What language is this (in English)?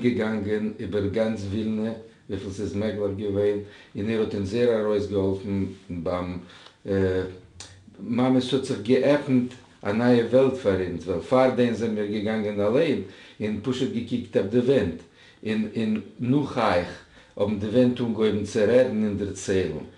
Yiddish